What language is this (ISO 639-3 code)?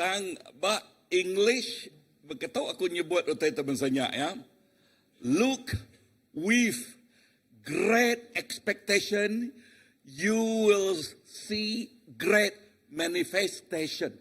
iba